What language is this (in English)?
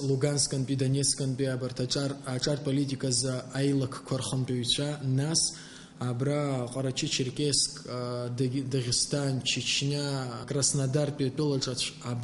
Abkhazian